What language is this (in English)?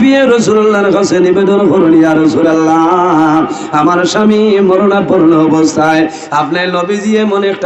Sylheti